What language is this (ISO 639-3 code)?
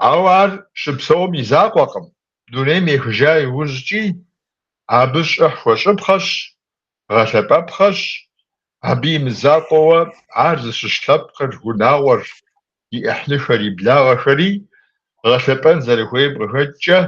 kbd